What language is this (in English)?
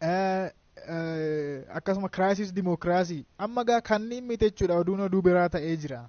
Oromo